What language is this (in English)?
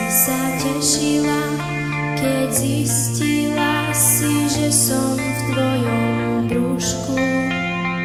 Slovak